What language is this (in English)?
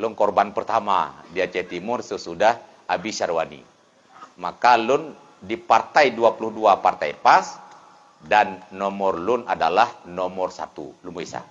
Achinese